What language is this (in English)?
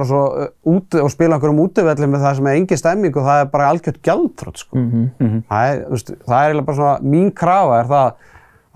Icelandic